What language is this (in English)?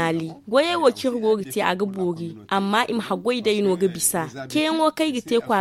Zarma